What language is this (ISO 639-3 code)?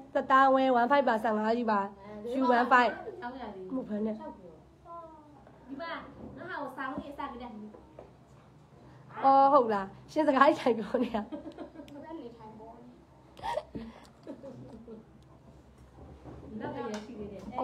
mya